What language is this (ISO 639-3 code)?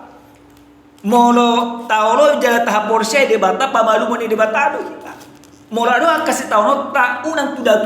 bbc